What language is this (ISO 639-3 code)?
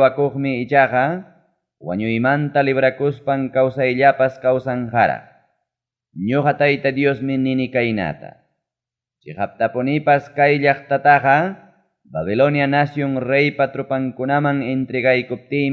quy